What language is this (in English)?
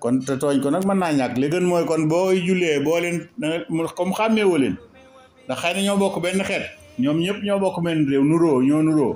Wolof